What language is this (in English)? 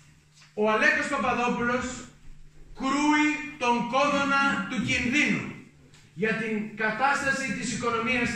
Greek